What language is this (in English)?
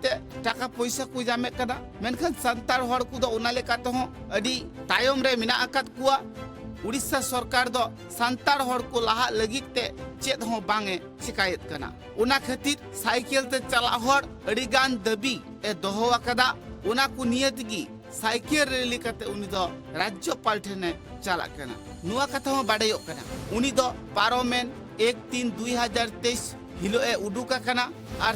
Santali